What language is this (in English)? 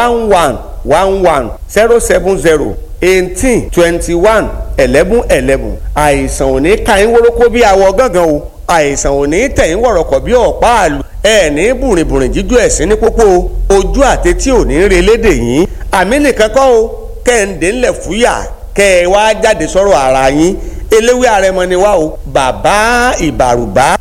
Yoruba